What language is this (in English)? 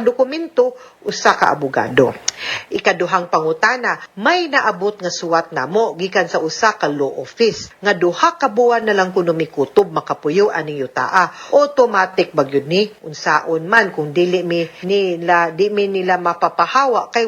Cebuano